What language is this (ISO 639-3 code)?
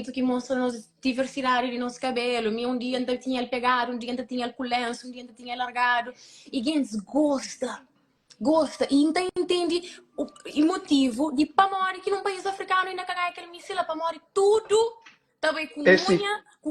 kea